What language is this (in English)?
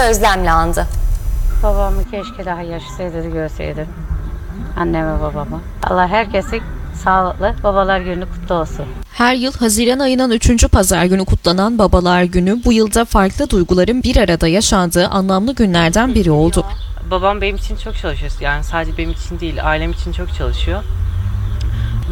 Turkish